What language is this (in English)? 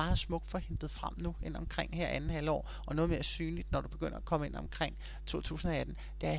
Danish